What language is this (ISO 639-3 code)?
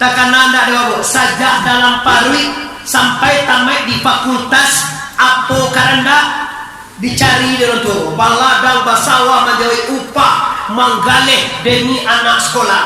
min